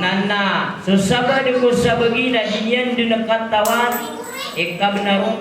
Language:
Maranao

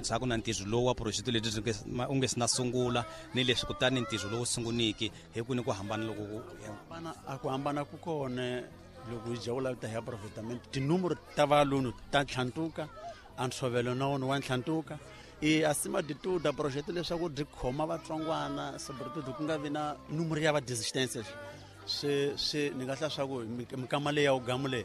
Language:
Tsonga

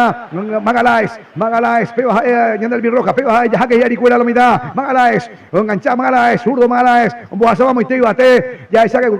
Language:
Guarani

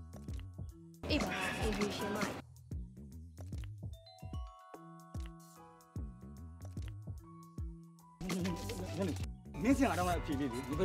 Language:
Burmese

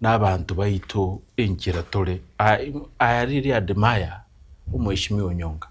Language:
Gusii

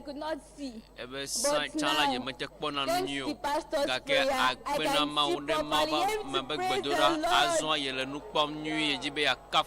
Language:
Ewe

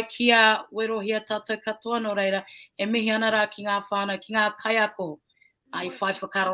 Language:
Māori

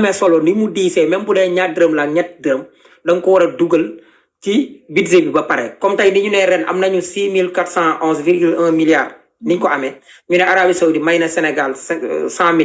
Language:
Wolof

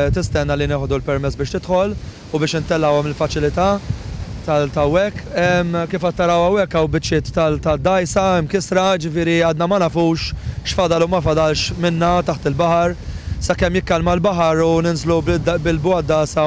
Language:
Maltese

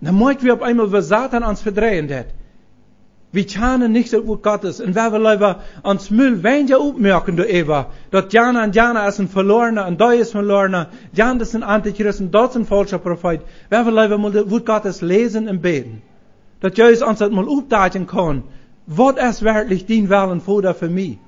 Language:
Plautdietsch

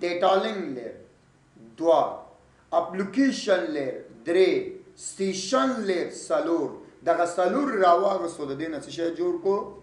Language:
Pashto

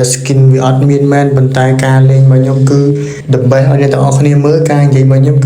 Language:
Khmer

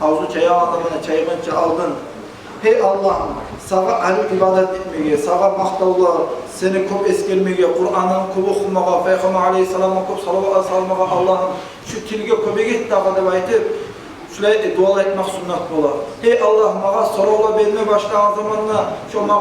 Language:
Kumyk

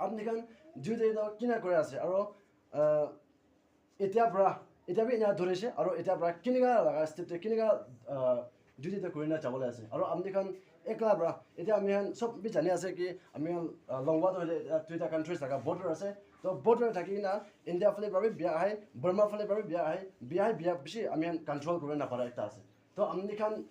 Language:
Naga Pidgin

